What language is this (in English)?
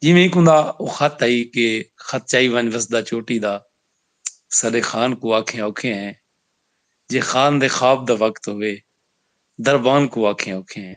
Saraiki